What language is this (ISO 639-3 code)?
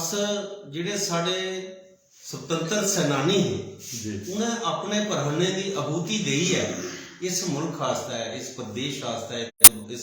doi